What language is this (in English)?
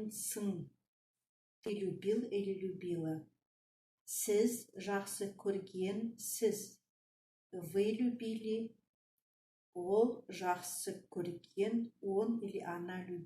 Kazakh